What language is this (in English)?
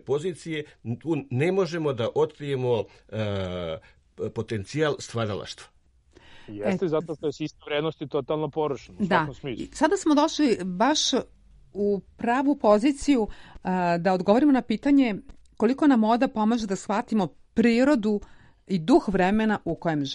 Serbian